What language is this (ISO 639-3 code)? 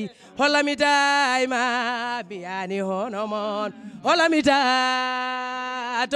ful